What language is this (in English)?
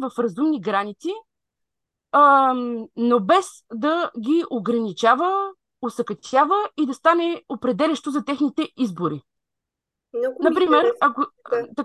Bulgarian